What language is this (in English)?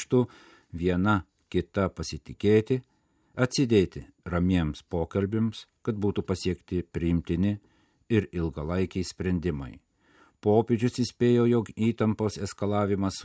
Lithuanian